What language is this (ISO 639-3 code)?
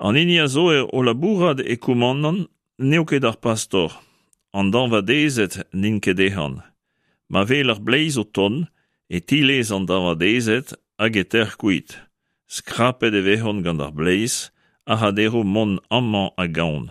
bre